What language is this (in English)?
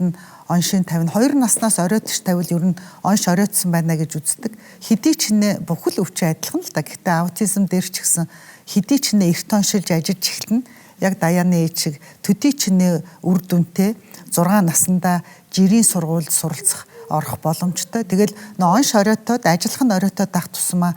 Mongolian